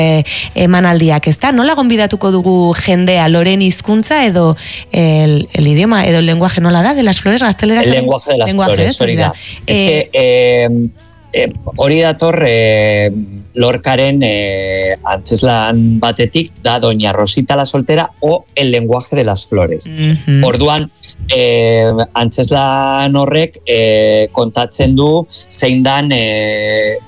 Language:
Basque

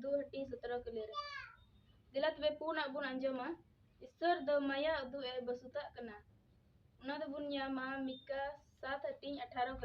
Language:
Santali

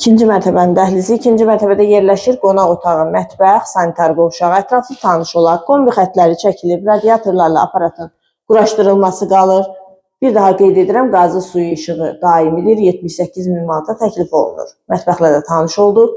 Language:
Azerbaijani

